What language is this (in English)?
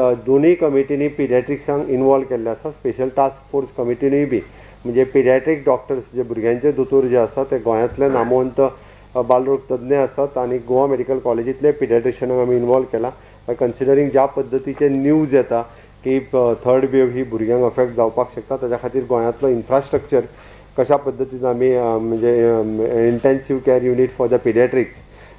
Konkani